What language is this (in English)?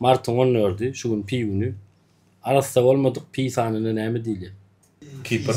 Turkmen